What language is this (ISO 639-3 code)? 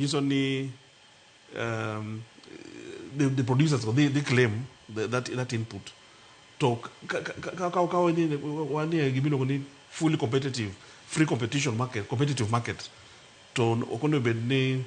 luo